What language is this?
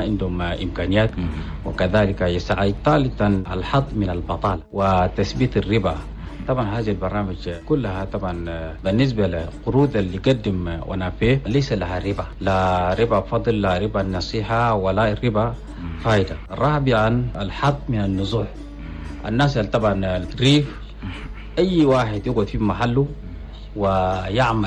Chadian Arabic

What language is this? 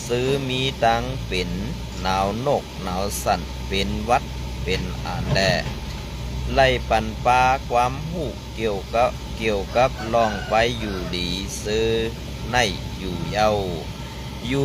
Shan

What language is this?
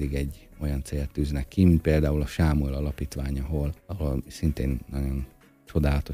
Hungarian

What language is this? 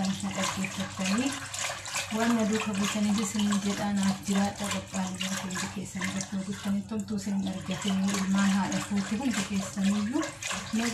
Oromo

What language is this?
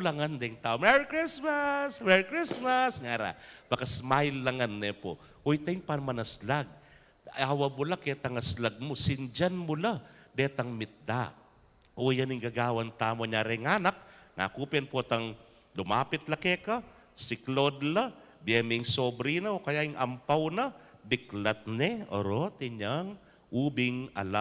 Pampanga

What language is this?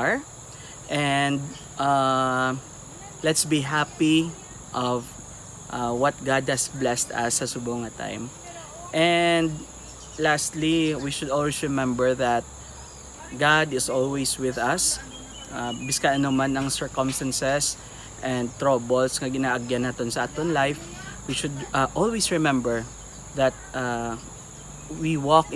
Hiligaynon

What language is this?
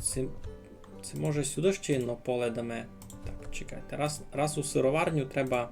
Rusyn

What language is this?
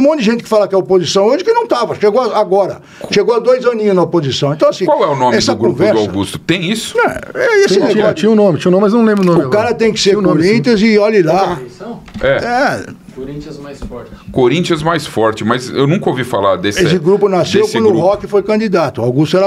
Portuguese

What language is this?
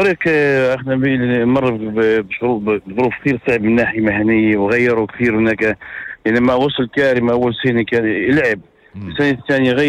North Levantine Arabic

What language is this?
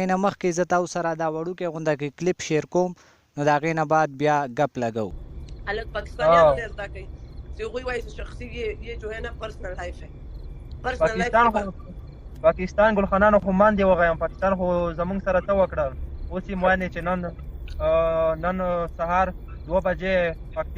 Pashto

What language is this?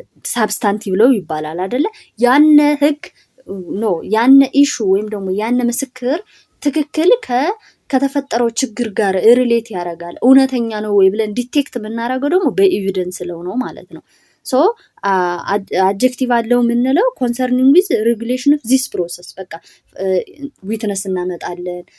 Amharic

